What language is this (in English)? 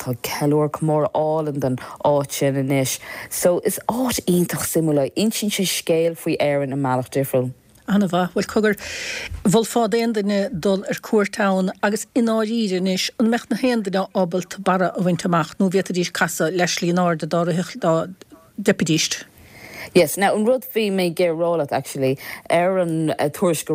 Irish